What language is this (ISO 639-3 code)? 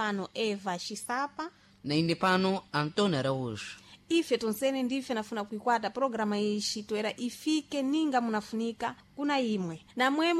seh